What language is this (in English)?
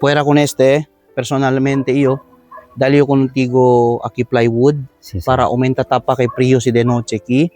Chavacano